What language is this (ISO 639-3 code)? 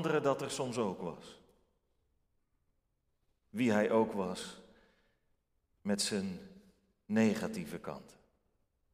nld